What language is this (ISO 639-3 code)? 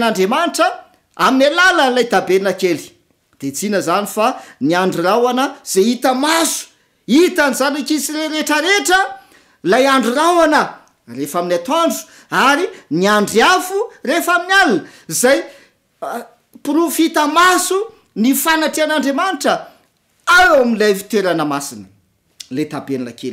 mlg